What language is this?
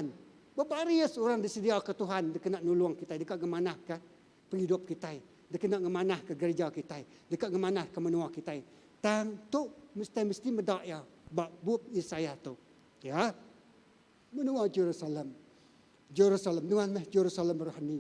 Iban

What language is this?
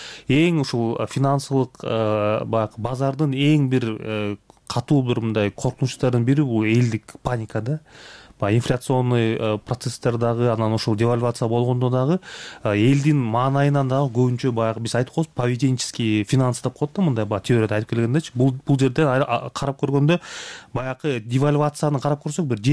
Kyrgyz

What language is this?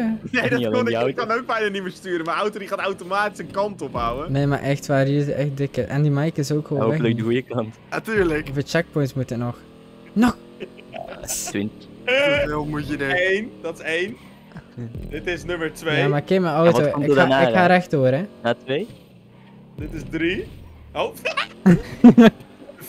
Dutch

